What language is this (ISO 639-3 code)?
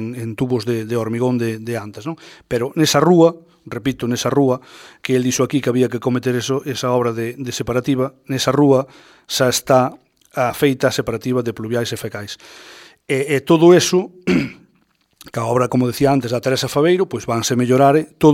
glg